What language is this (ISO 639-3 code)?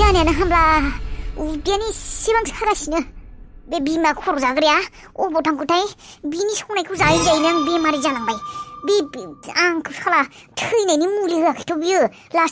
brx